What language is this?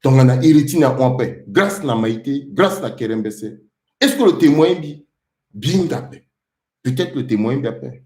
Sango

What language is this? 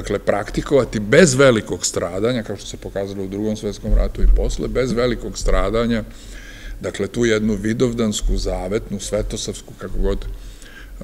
Serbian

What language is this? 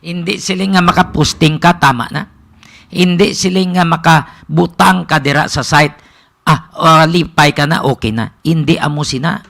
Hiligaynon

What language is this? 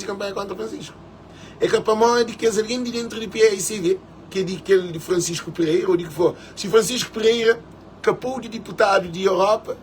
Kabuverdianu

